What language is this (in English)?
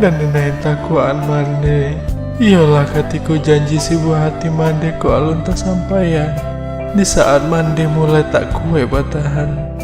Minangkabau